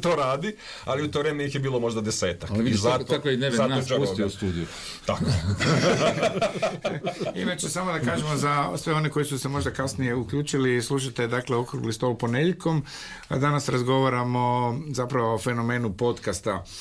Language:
Croatian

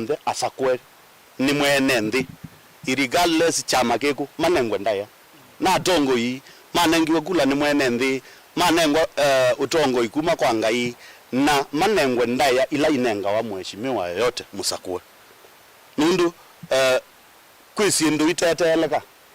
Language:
Kamba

